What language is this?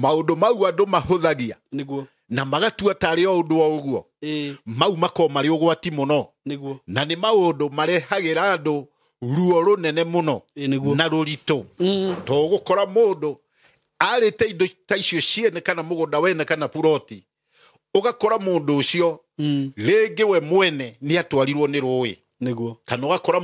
Kikuyu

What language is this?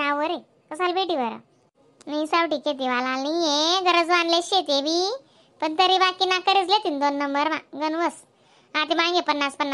Khandesi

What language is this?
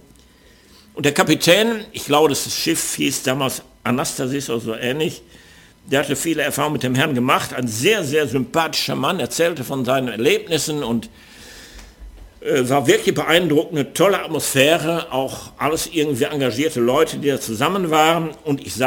German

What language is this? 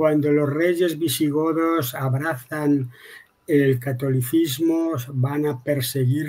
Ladino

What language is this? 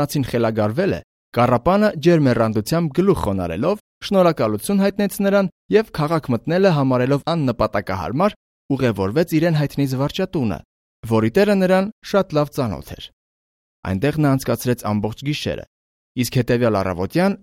Armenian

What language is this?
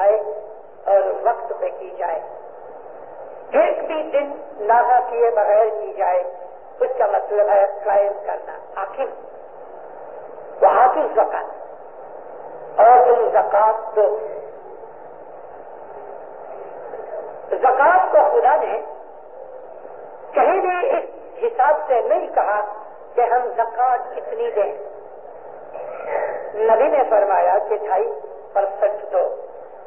Urdu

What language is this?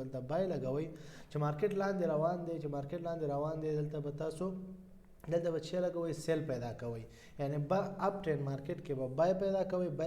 Pashto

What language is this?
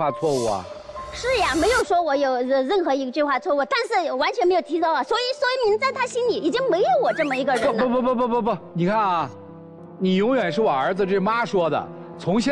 Chinese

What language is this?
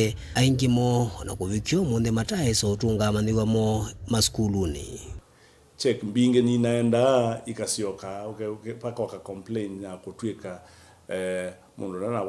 Kamba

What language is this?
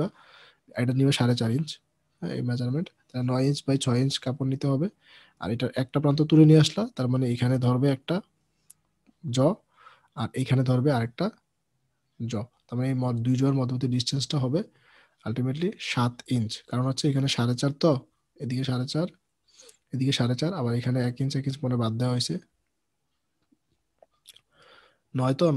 Bangla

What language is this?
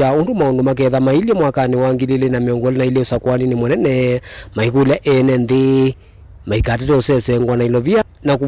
Kamba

